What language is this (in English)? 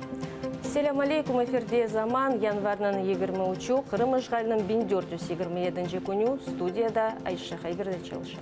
Crimean Tatar